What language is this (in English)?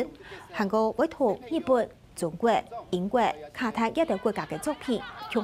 Hakka Chinese